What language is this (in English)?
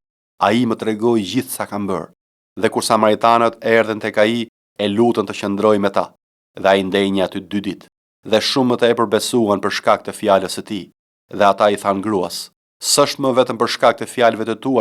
Albanian